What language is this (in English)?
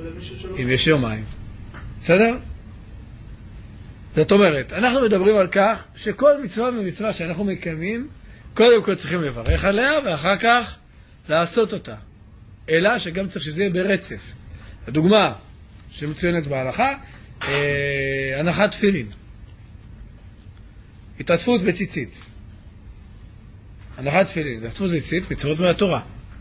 Hebrew